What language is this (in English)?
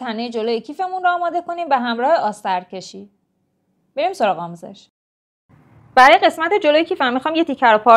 Persian